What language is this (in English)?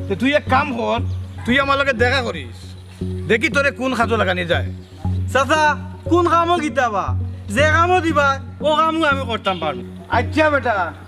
Sylheti